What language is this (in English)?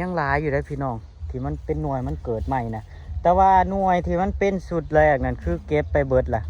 Northeastern Thai